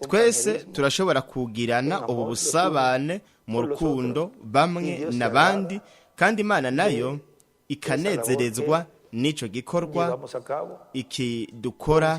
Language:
Rundi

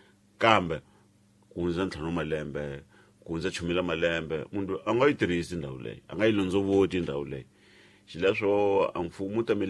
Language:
Tsonga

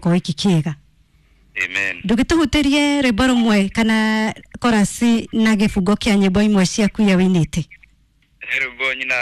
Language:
Kikuyu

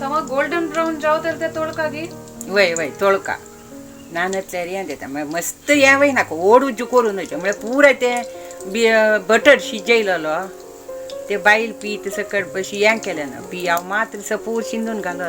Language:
Konkani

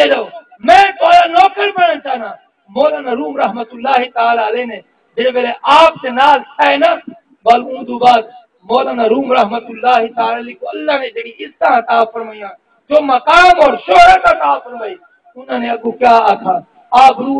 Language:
Saraiki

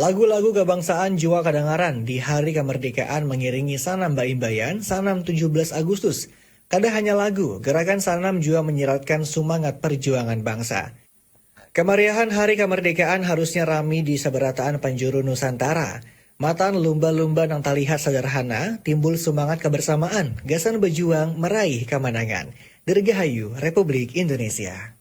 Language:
Banjar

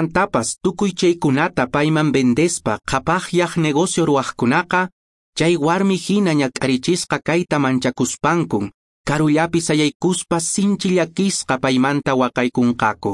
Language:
Quechua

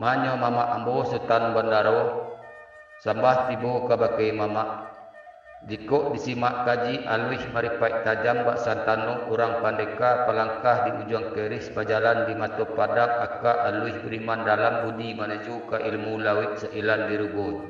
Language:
Minangkabau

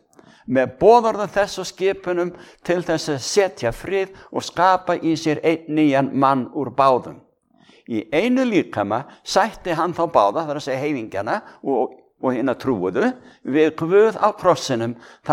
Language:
Icelandic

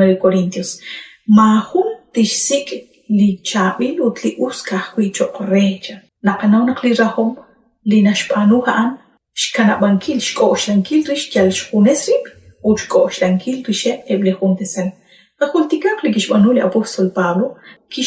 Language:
Kekchí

